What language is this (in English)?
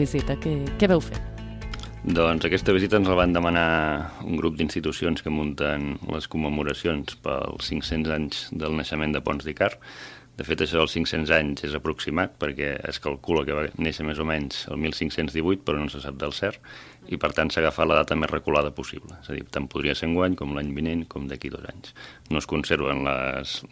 Catalan